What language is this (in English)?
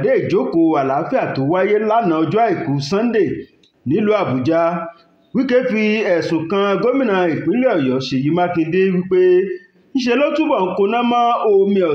Yoruba